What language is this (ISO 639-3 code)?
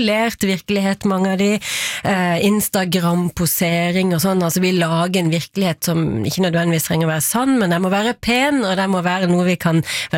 nor